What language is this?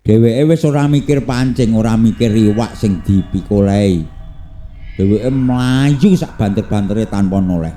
Javanese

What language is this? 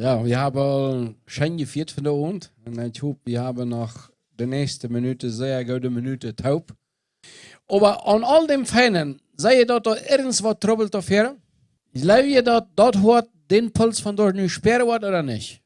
Plautdietsch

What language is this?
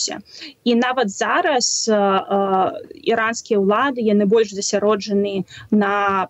Belarusian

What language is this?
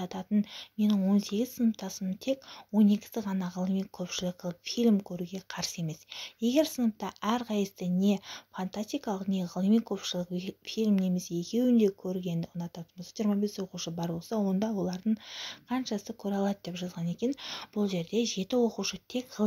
Kazakh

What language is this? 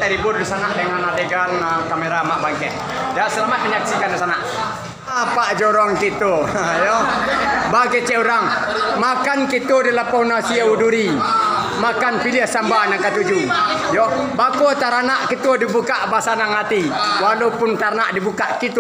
Minangkabau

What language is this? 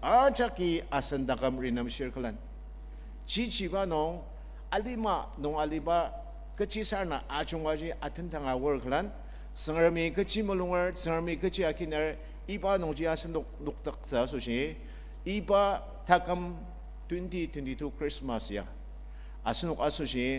Ao Naga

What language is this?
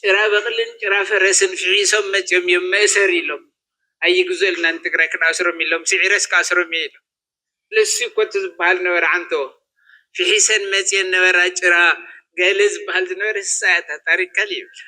Tigrinya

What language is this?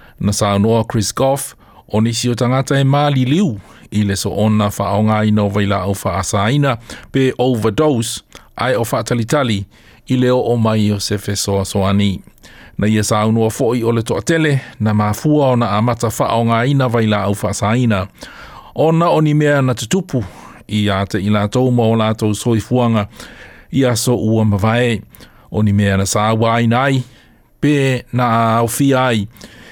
Samoan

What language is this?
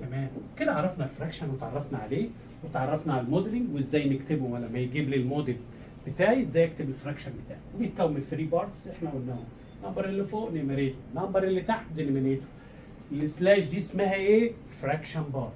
Egyptian Arabic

